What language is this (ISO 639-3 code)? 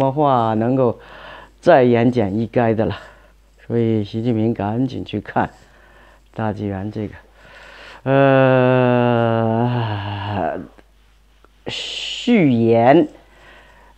zho